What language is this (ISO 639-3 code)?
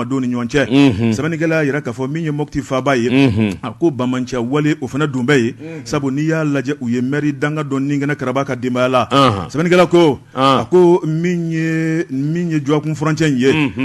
bam